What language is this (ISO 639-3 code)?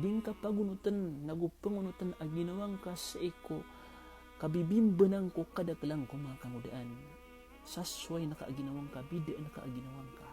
mrw